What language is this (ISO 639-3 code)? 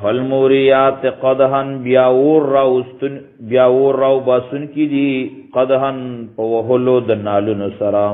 pus